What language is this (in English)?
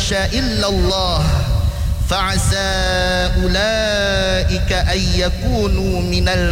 Malay